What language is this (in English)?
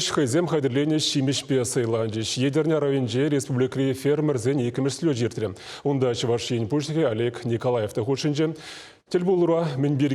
Chuvash